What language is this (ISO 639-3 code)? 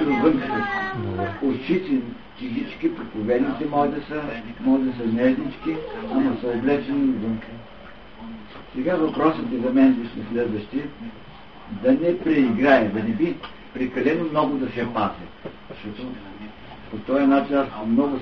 bul